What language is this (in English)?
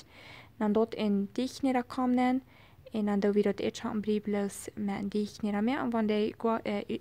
Plautdietsch